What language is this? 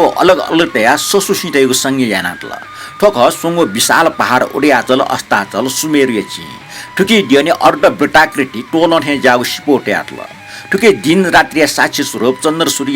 Newari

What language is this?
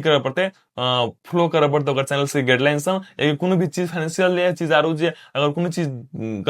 Maithili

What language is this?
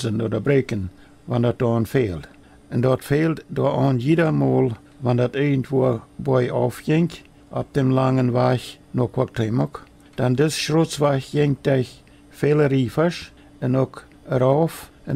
Plautdietsch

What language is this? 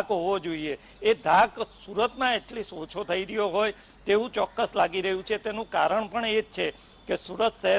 Gujarati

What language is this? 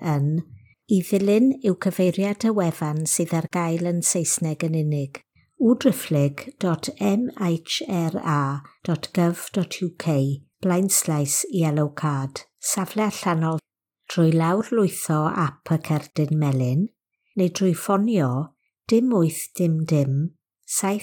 Welsh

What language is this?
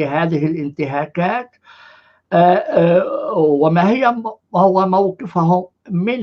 North Levantine Arabic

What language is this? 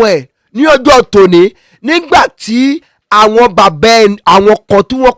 Yoruba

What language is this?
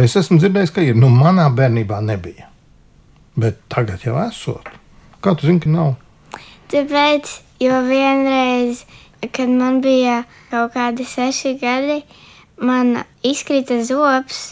Latvian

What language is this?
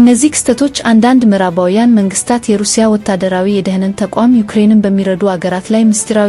Amharic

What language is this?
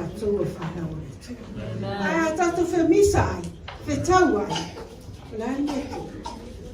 Samoan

